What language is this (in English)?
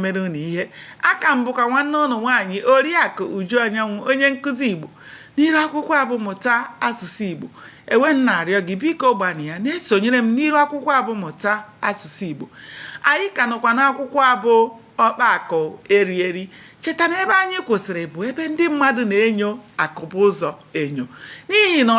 Igbo